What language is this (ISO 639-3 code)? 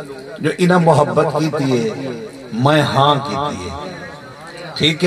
skr